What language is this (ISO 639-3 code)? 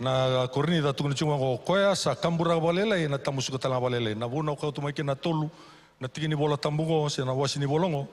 fij